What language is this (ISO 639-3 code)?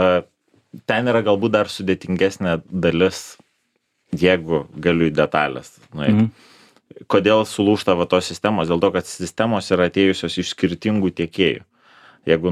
lit